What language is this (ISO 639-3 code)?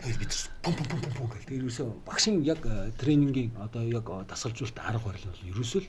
mon